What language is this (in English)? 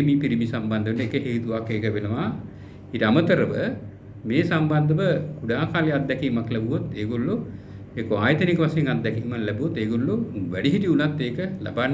Sinhala